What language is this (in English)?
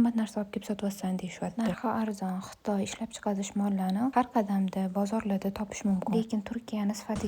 Uzbek